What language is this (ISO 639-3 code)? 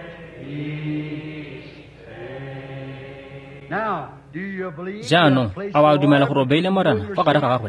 tsn